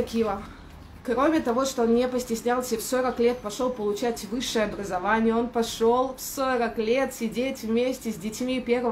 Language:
Russian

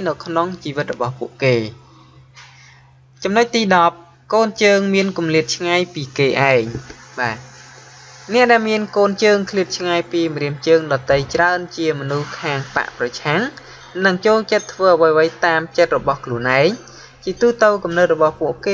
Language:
Khmer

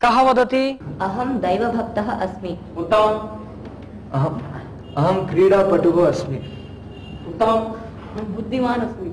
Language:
Sanskrit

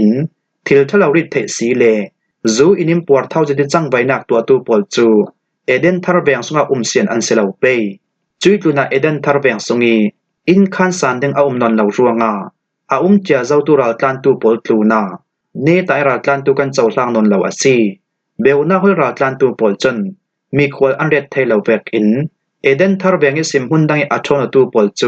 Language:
Falam Chin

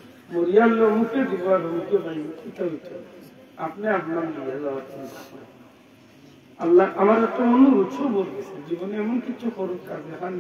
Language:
Sylheti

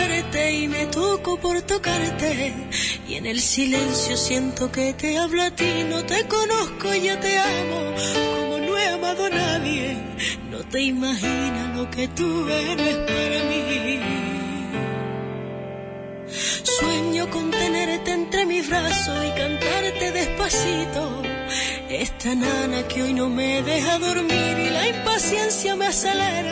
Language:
Spanish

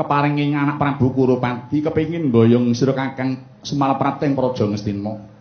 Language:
Javanese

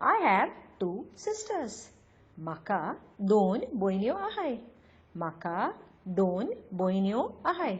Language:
Konkani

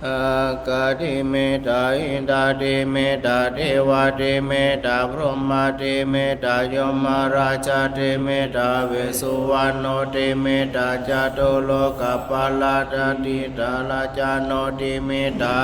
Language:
Pali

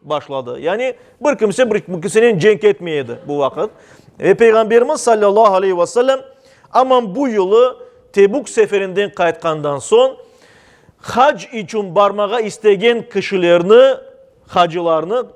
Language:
Crimean Tatar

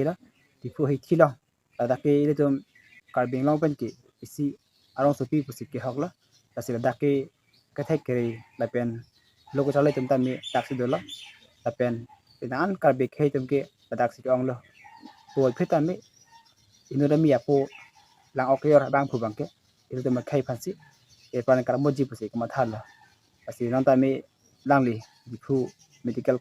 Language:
Karbi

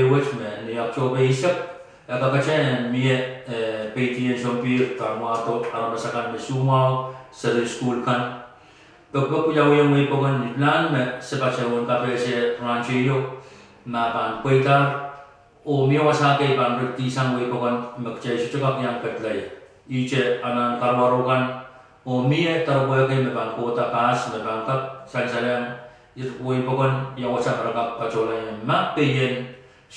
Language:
Pohnpeian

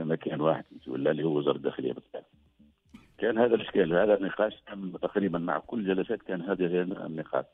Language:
Tunisian Arabic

